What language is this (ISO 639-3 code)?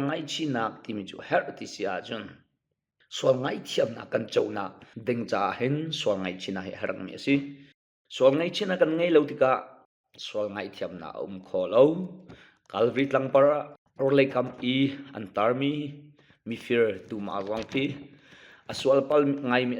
cnh